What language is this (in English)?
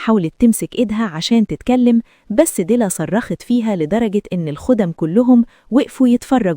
Egyptian Arabic